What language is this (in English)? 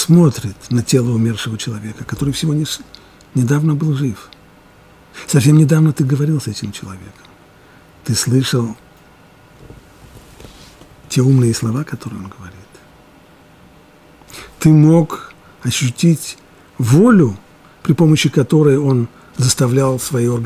Russian